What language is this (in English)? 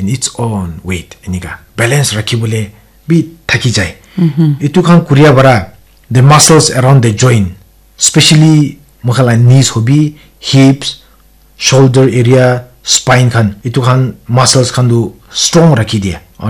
Naga Pidgin